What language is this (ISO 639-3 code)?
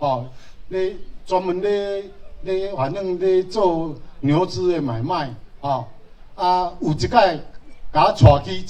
nan